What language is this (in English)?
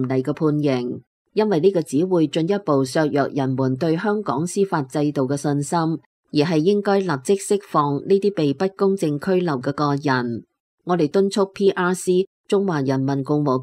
Cantonese